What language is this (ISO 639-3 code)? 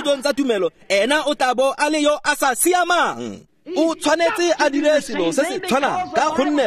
tsn